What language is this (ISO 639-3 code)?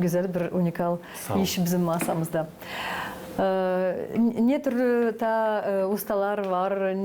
gag